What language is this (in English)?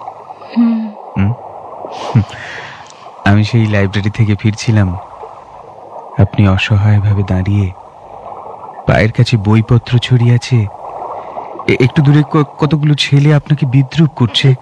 Bangla